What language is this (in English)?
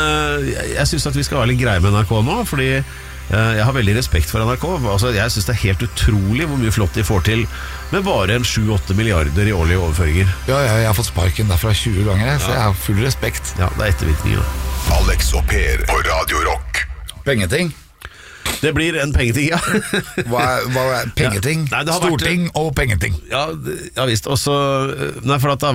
Norwegian